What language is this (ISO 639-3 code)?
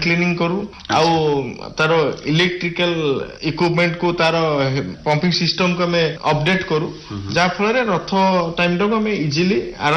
ori